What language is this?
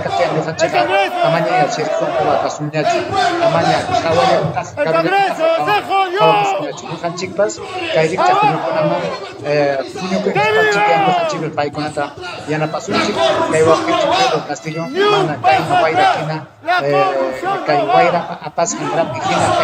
Ayacucho Quechua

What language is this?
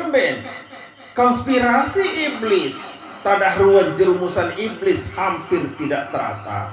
Sasak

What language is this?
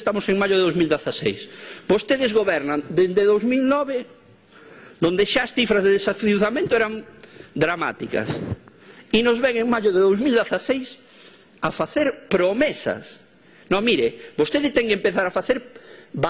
Galician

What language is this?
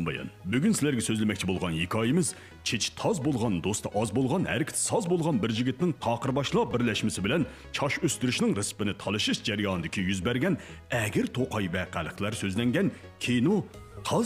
Uyghur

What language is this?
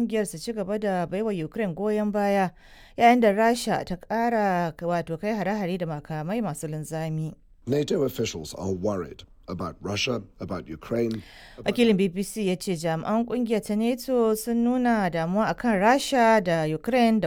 Hausa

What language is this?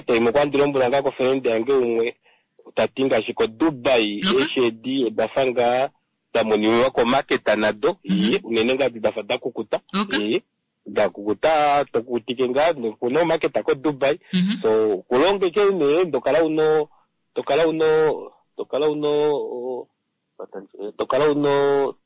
Kuanyama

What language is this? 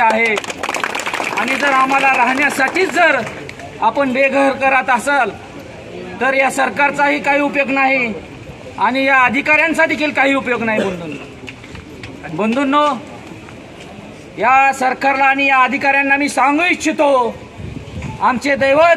Marathi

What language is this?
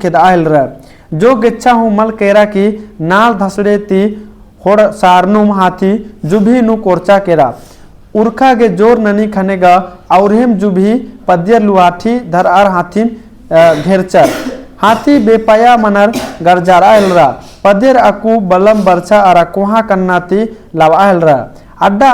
Kurukh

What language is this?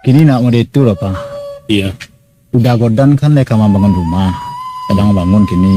Minangkabau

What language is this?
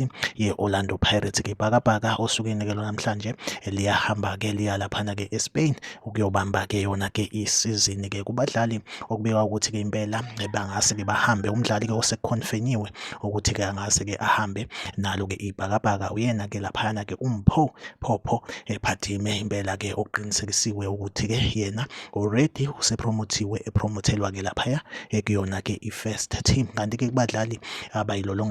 Zulu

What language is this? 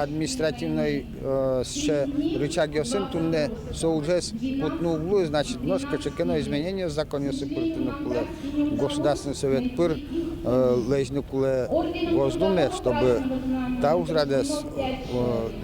Udmurt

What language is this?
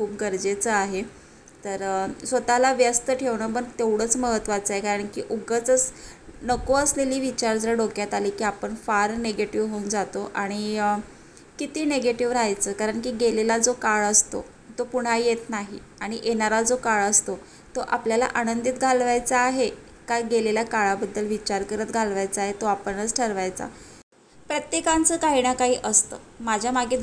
Marathi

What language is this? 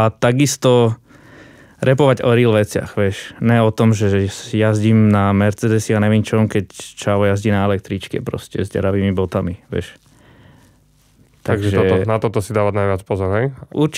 Slovak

